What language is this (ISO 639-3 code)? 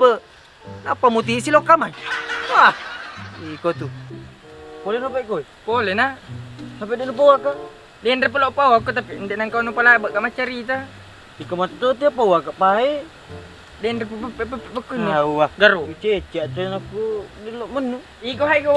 bug